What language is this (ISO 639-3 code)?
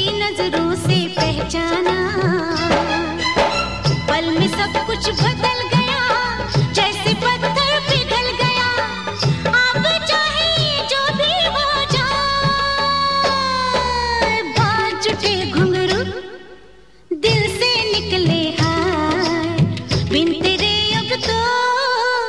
hin